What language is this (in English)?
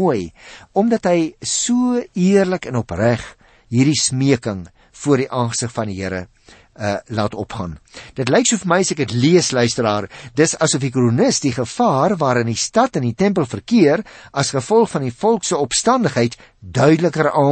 Afrikaans